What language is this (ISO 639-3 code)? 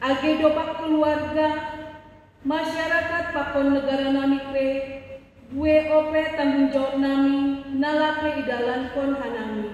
bts